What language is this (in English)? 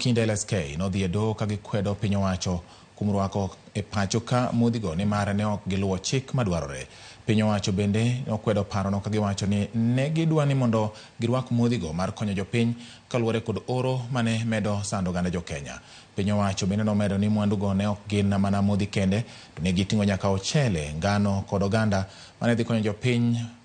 Luo (Kenya and Tanzania)